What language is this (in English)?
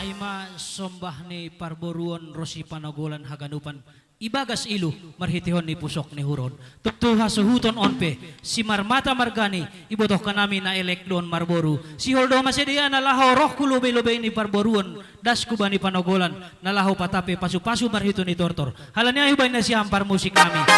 Batak Simalungun